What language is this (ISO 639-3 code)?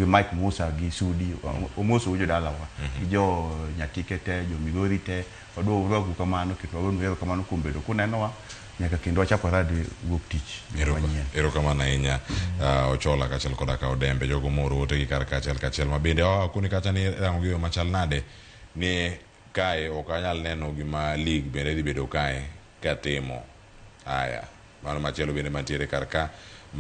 luo